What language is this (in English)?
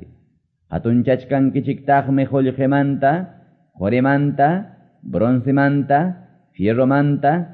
Quechua